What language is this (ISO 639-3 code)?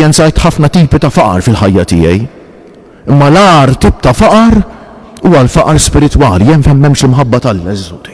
mlt